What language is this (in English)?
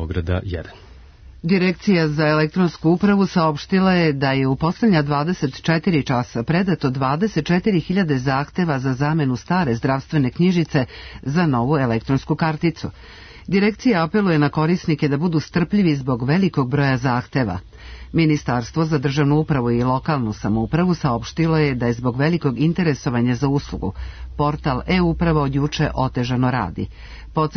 Serbian